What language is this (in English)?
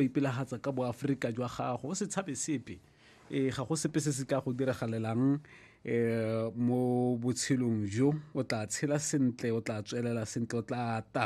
Tswana